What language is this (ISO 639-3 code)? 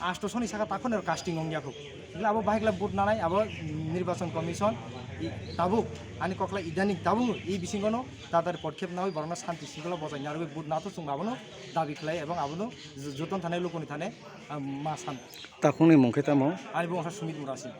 trp